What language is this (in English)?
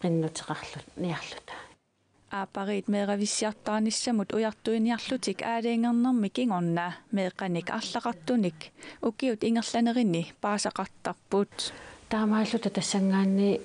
Kalaallisut